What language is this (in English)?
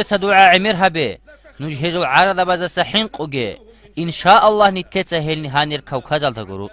Avaric